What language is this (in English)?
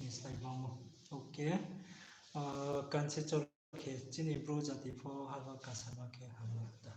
Riang (India)